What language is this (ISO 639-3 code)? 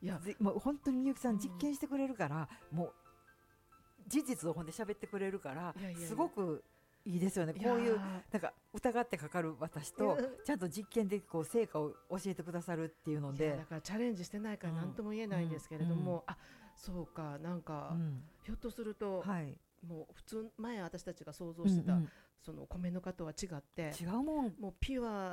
jpn